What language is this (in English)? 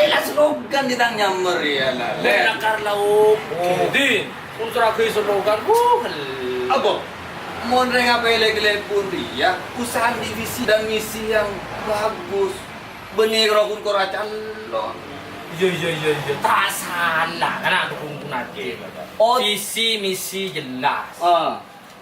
Madurese